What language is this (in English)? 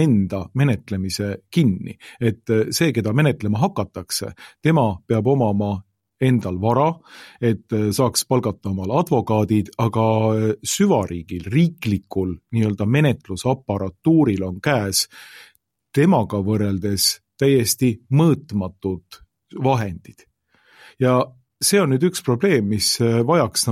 Estonian